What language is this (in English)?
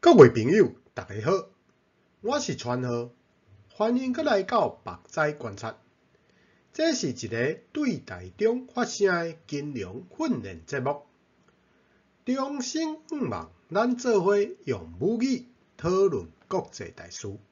Min Nan Chinese